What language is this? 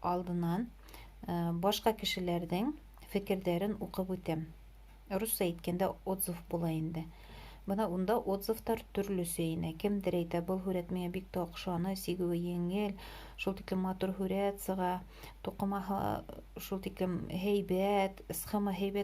Bashkir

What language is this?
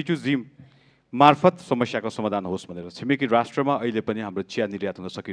Nepali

